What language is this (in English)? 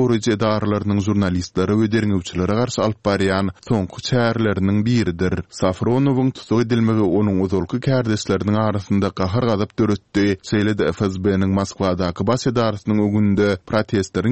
Turkmen